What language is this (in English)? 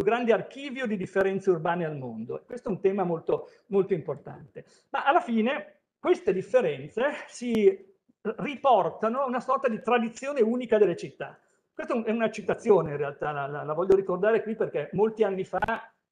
Italian